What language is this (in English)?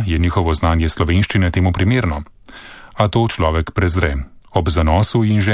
Slovenian